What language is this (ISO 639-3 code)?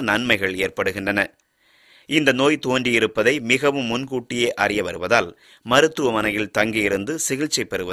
tam